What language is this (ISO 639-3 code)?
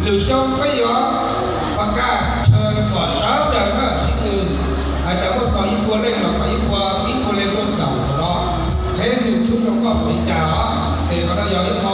hmn